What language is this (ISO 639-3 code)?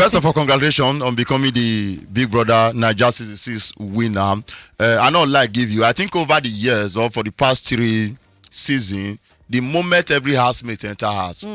pcm